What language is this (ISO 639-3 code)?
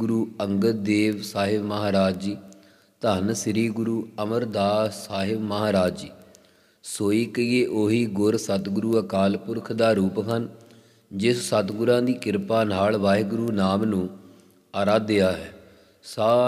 pan